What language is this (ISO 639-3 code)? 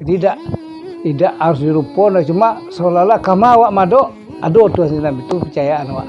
min